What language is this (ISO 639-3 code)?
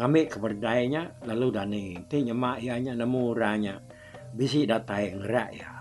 iba